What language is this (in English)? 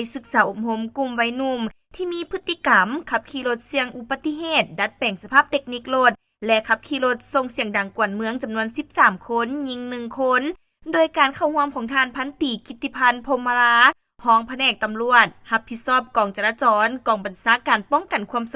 Lao